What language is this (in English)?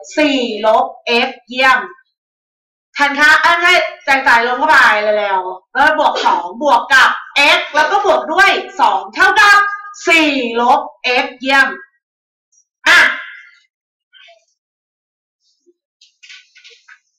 Thai